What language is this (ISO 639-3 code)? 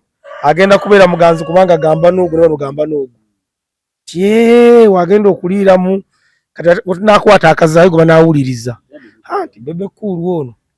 lug